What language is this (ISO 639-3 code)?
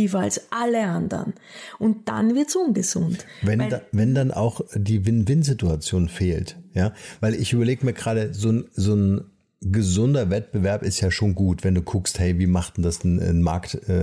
deu